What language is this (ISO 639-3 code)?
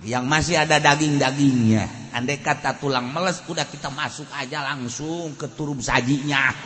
sun